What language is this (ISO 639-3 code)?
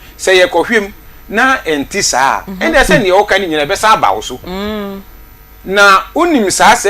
aka